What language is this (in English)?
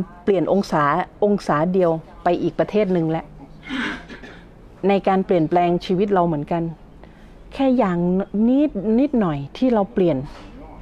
Thai